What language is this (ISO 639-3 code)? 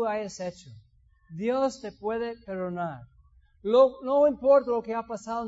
spa